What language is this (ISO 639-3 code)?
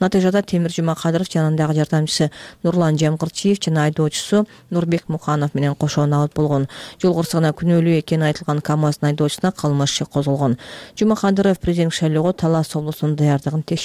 kir